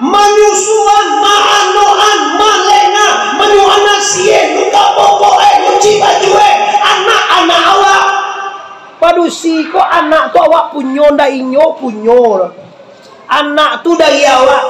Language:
Minangkabau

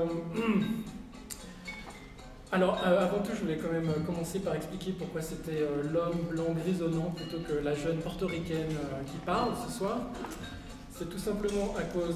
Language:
French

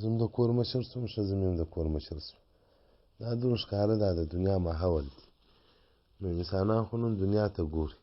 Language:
Pashto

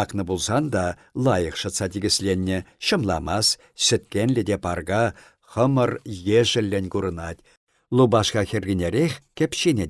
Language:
Chuvash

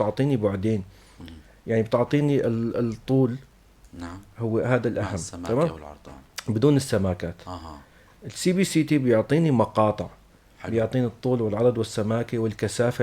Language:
North Levantine Arabic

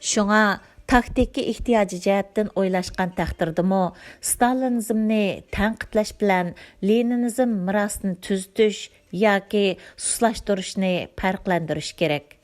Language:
Uyghur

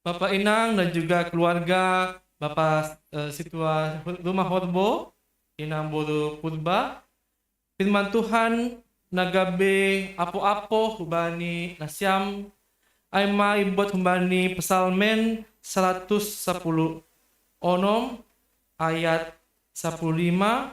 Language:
Batak Simalungun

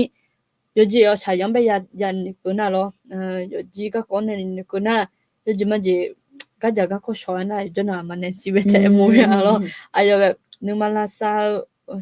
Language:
Akha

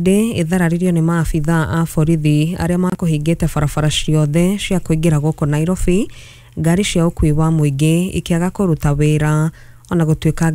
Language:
Kikuyu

